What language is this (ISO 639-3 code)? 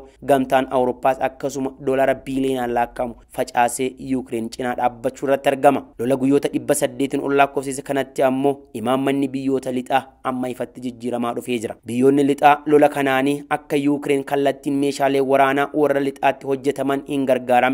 orm